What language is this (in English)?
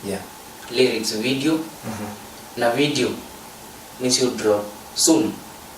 Kamba